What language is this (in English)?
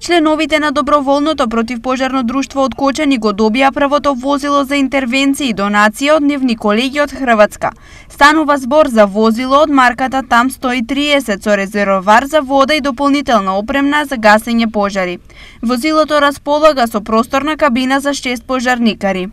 Macedonian